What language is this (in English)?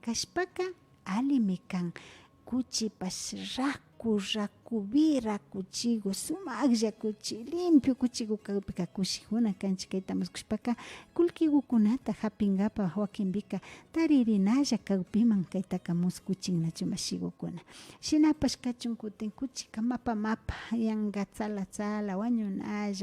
Imbabura Highland Quichua